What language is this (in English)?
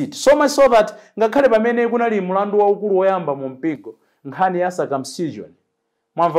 Nyanja